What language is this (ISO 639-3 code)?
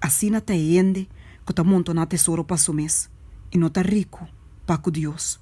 pap